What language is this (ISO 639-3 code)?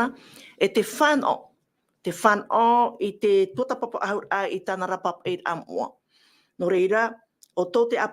tah